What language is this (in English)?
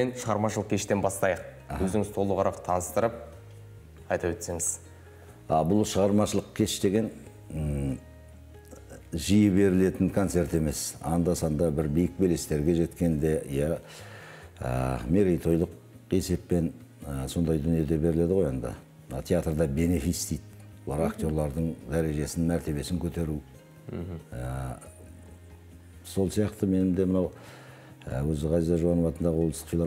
Kazakh